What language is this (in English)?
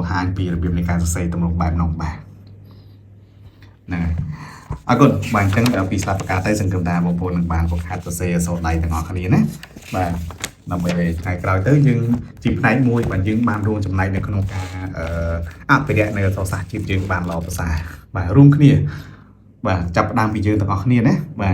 Khmer